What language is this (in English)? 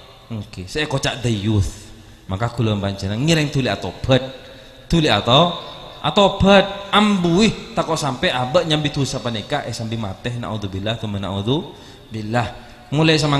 Madurese